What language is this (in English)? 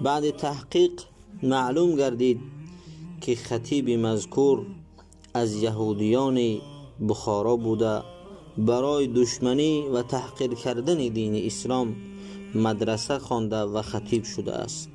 Tajik